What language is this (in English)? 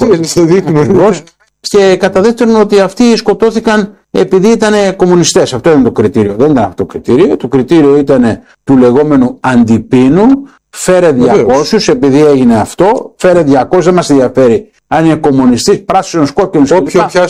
Greek